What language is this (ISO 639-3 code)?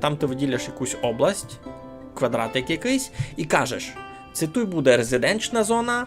rue